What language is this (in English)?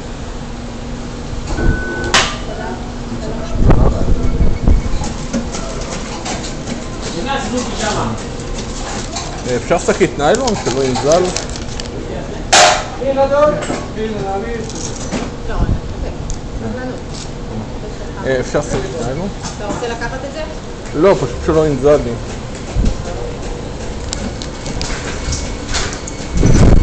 Hebrew